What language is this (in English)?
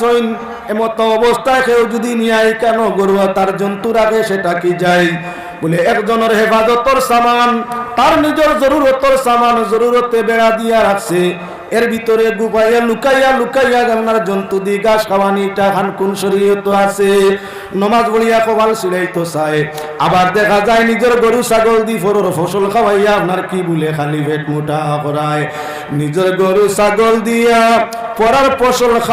Sylheti